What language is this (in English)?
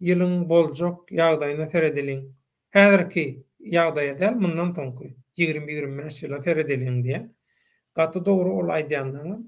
Turkmen